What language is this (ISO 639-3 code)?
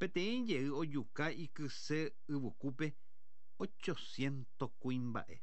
grn